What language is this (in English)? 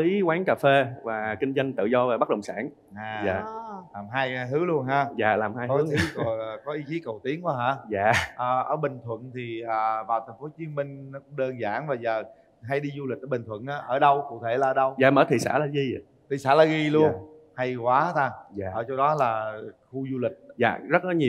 Vietnamese